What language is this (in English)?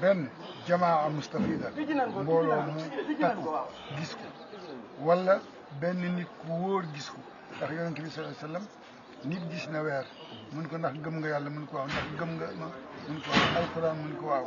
Wolof